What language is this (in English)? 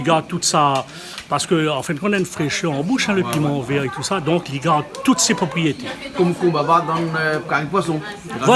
Réunion Creole French